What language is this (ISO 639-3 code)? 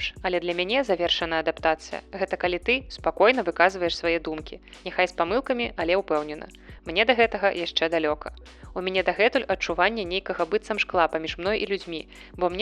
bel